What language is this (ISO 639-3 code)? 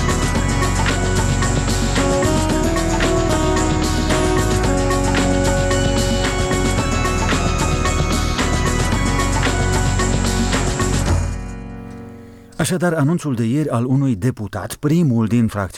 ron